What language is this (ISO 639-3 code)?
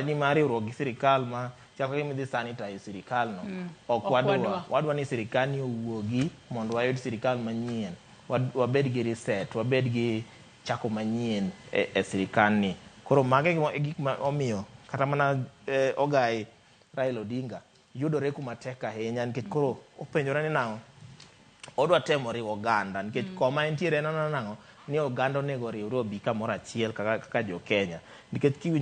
luo